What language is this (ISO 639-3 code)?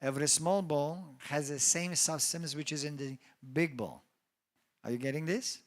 eng